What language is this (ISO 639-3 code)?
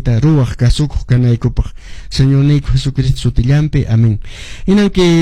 que